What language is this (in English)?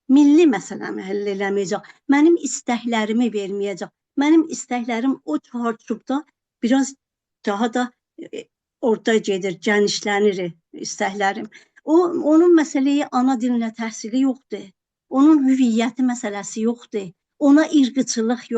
South Azerbaijani